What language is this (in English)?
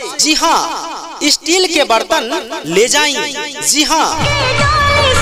Bhojpuri